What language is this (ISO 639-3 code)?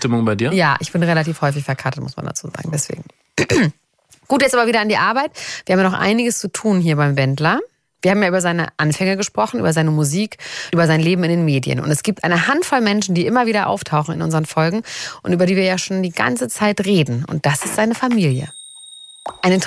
deu